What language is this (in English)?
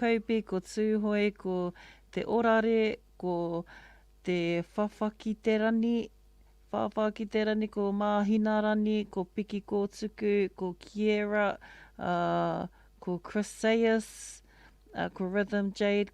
Māori